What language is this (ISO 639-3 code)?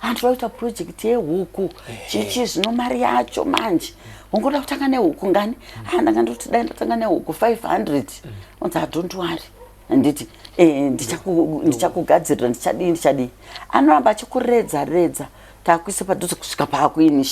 sna